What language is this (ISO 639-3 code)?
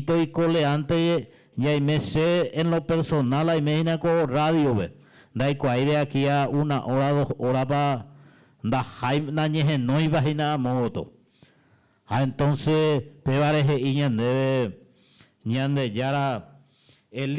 grn